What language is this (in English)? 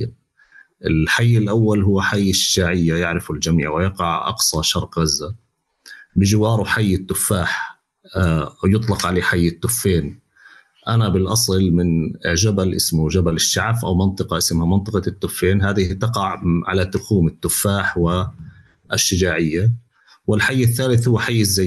North Levantine Arabic